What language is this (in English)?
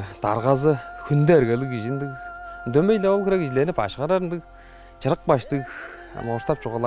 Tuvinian